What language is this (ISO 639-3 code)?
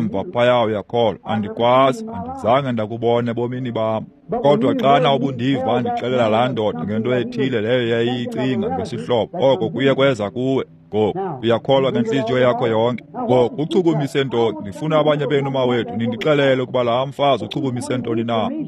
xho